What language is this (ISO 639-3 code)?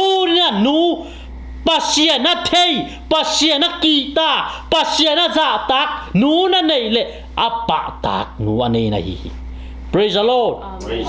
ctd